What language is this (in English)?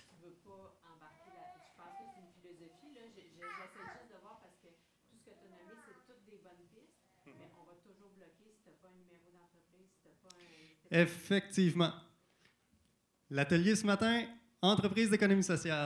French